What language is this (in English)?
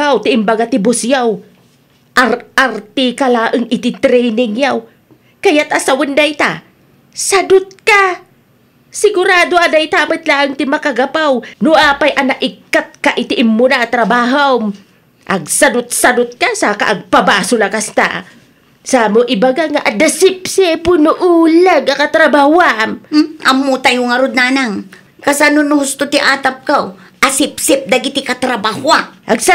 Iloko